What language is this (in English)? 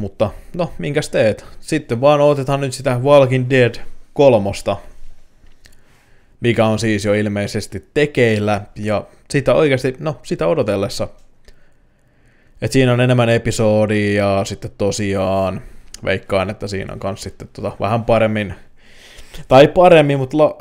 Finnish